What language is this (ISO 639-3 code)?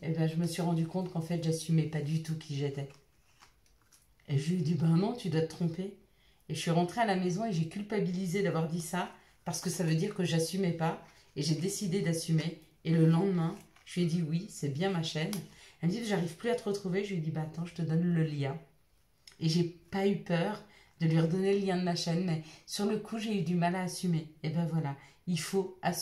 fra